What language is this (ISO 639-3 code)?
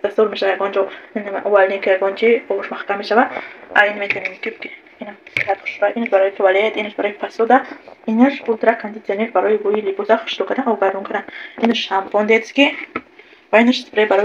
tgk